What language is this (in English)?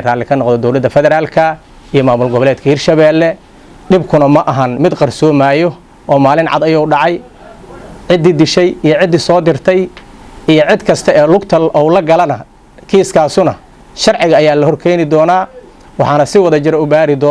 Somali